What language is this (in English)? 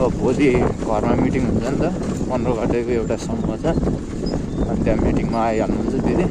Nepali